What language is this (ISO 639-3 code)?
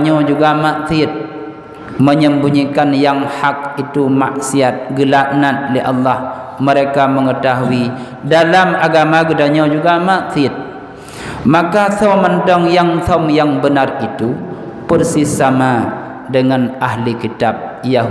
ace